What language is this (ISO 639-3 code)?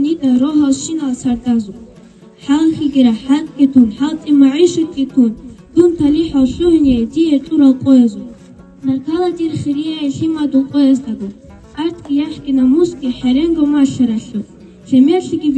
ava